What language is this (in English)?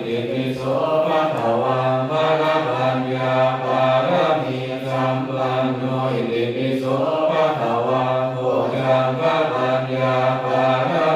Pali